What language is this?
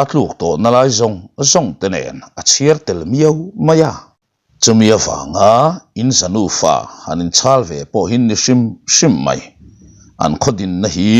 Mizo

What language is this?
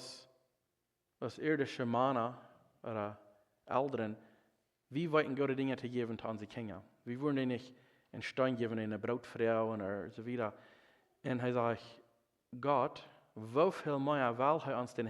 Plautdietsch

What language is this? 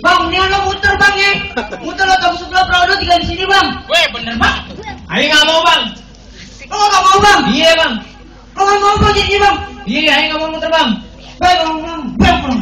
Betawi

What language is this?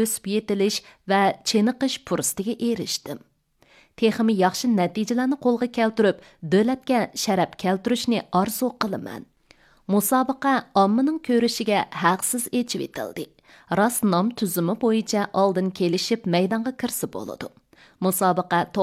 Uyghur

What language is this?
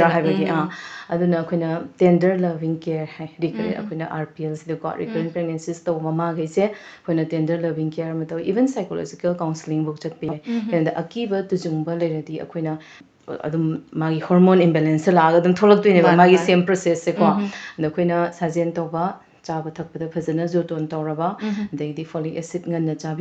Manipuri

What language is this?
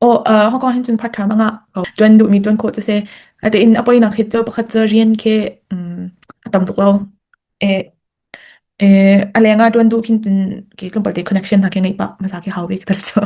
Hakha Chin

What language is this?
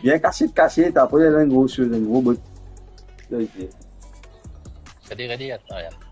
Morisyen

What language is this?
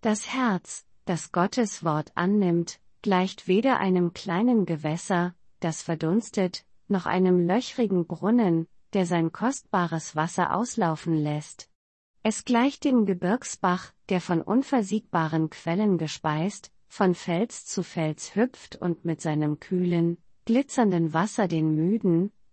German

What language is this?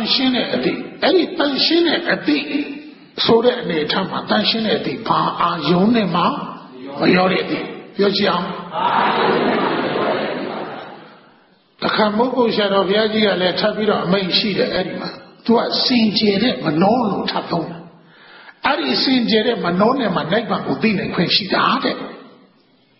Burmese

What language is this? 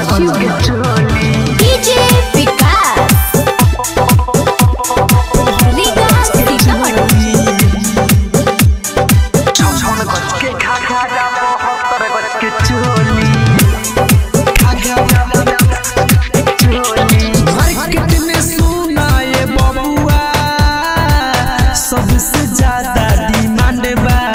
Bhojpuri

